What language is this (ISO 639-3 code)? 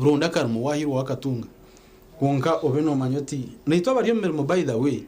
nyn